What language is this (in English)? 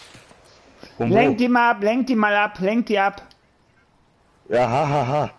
German